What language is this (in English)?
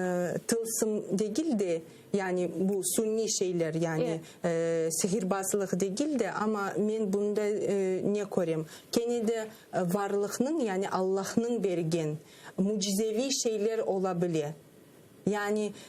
Crimean Tatar